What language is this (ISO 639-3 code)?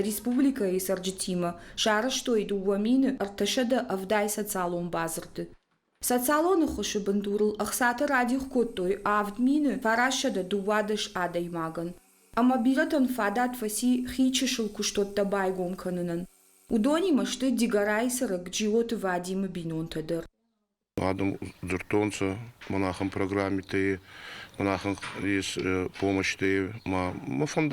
oss